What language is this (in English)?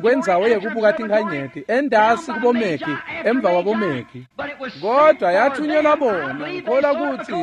Swati